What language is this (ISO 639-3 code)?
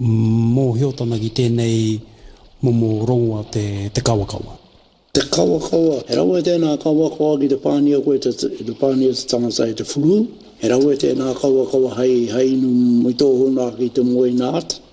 mri